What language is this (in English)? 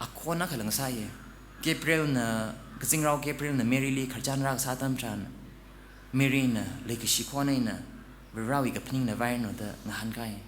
Tangkhul Naga (India)